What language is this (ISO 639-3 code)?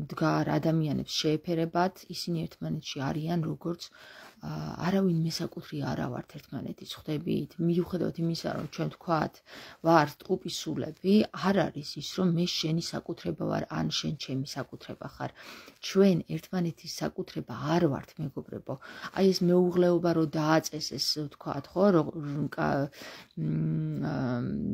kat